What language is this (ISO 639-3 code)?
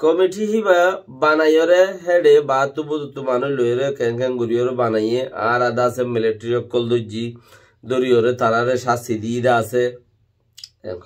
rhg